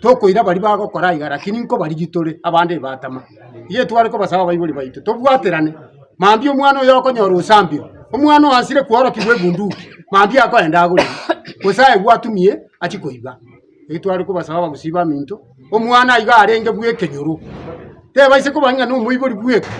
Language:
Gusii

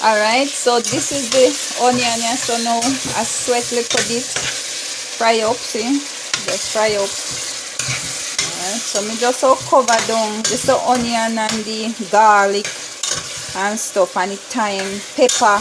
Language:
Jamaican Creole English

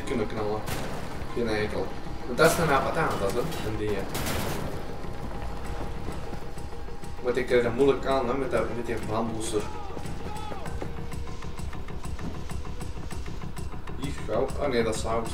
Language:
Dutch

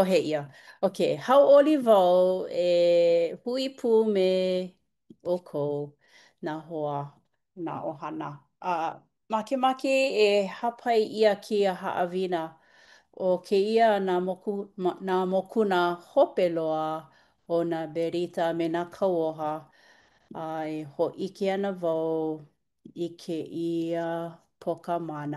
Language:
Hawaiian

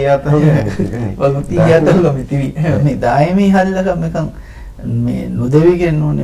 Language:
Divehi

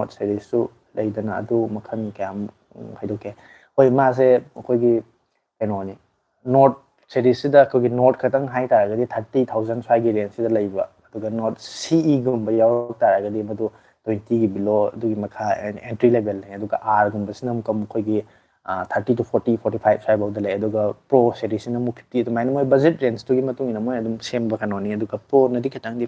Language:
Manipuri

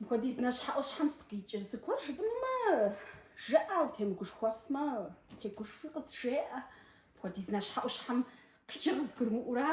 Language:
Kabardian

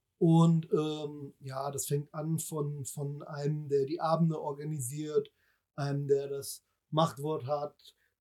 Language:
German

